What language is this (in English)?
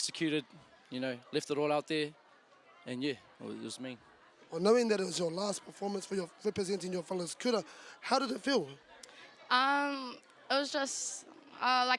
Māori